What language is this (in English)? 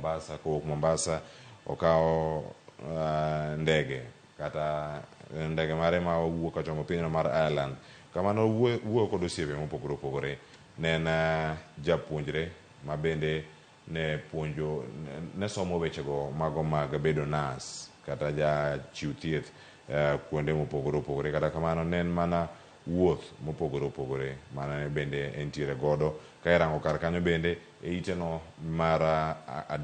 Luo (Kenya and Tanzania)